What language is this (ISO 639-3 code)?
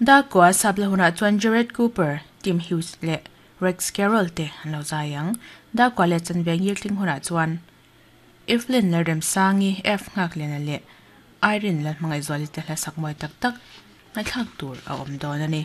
lus